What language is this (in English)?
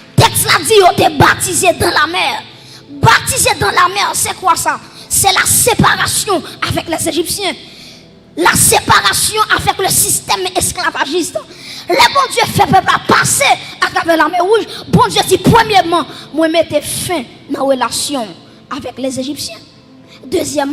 Haitian Creole